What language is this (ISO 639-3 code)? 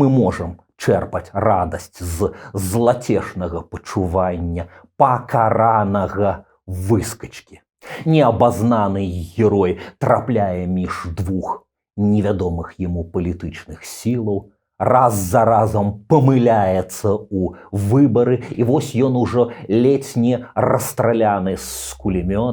bel